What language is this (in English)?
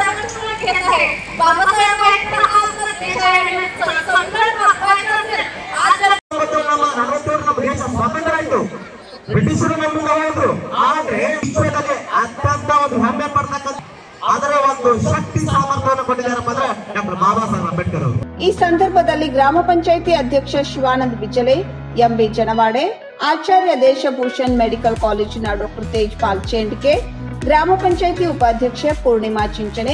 Kannada